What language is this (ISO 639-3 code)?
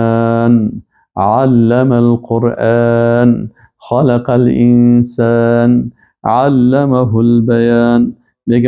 fas